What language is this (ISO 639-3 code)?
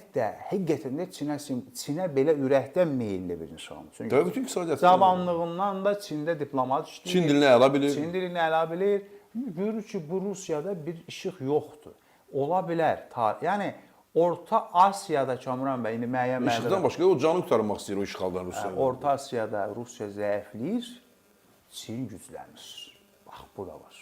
aze